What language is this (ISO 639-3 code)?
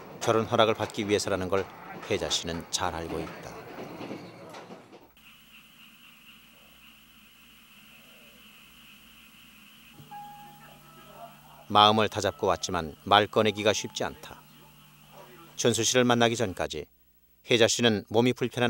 kor